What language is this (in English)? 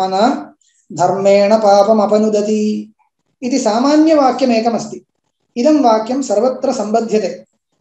Sanskrit